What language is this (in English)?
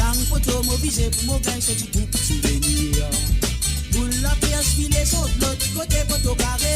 Morisyen